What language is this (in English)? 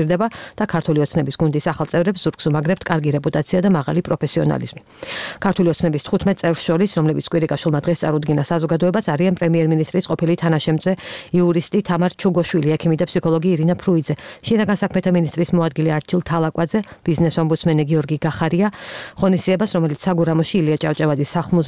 Georgian